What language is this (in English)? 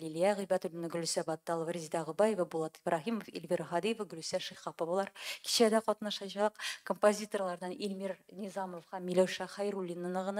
Tatar